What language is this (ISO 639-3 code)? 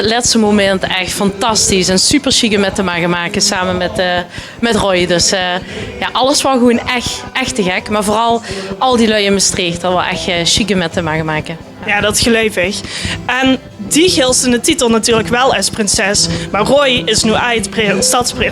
lim